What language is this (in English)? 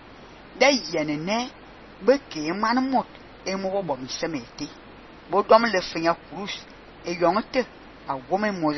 Fang